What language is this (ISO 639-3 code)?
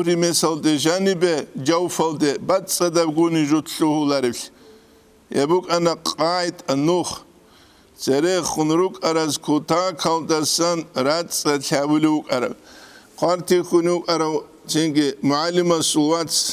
ava